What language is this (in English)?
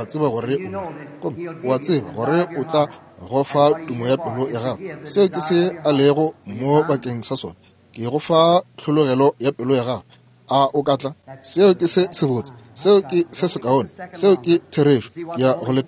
Northern Sotho